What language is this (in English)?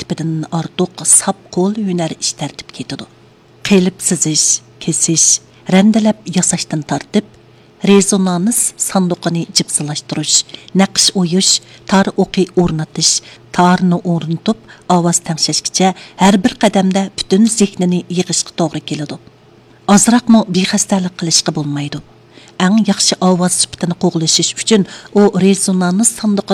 Uyghur